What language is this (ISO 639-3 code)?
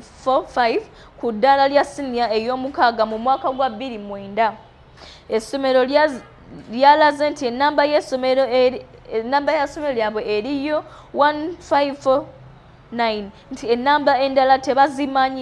lug